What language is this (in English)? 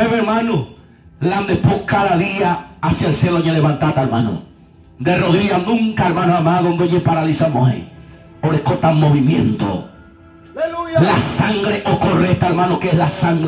Guarani